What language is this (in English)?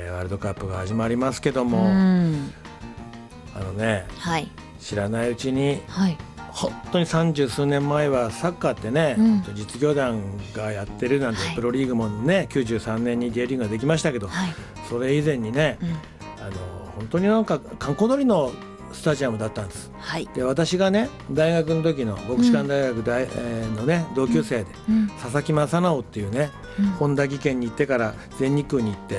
Japanese